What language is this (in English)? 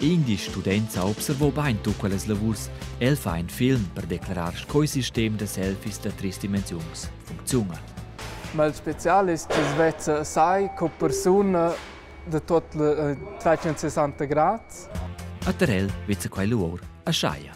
Romansh